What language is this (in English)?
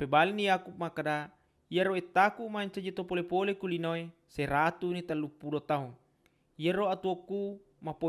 Buginese